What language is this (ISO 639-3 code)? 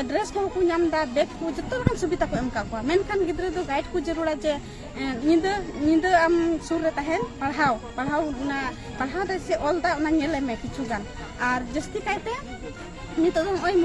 sat